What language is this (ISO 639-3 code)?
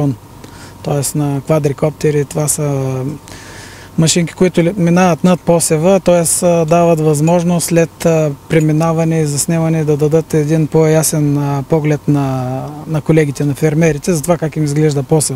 bul